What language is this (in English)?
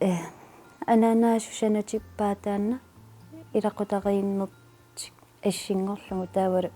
Kalaallisut